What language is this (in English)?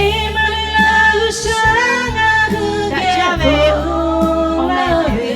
Lahu